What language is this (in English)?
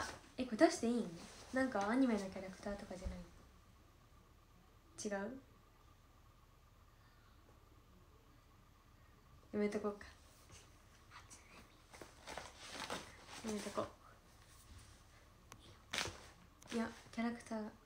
Japanese